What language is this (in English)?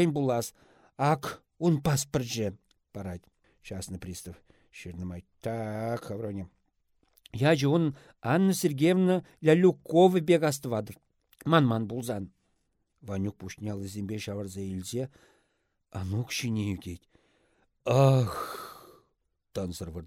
Chuvash